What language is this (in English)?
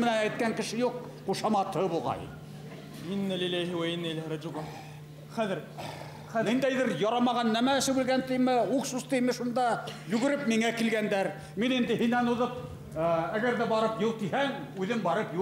Bashkir